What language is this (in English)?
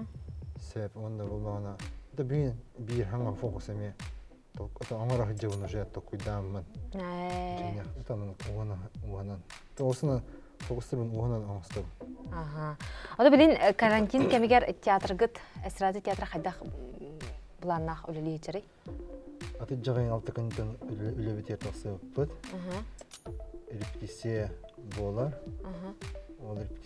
Yakut